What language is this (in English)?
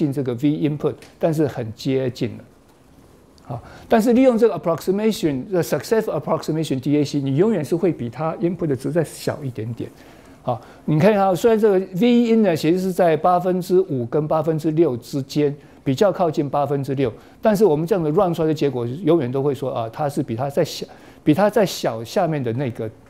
Chinese